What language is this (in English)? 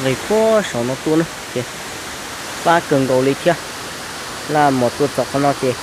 Hmong